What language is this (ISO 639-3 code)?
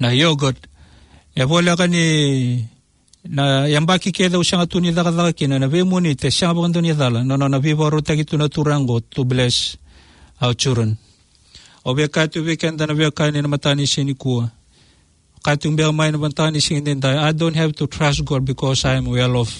fij